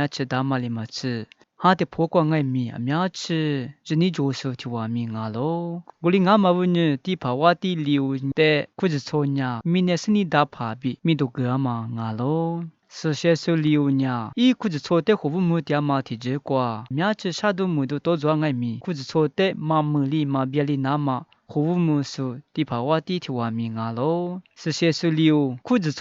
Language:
Lisu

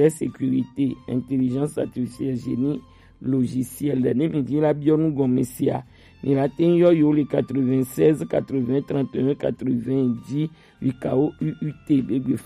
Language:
Gen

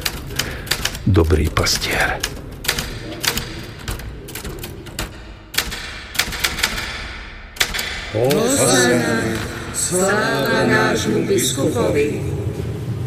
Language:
Slovak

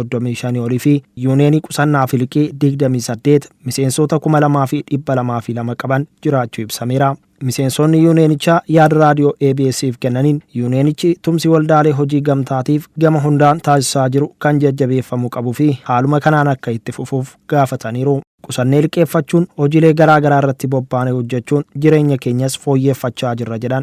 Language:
Oromo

